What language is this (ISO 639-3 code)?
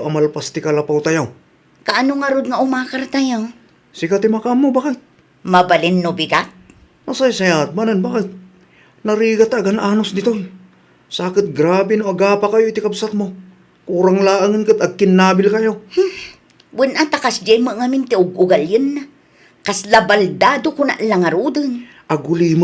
ilo